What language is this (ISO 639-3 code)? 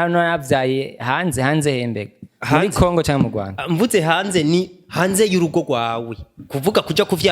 run